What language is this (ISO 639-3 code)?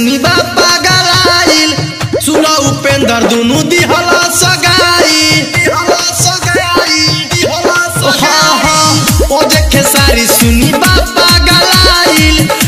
bho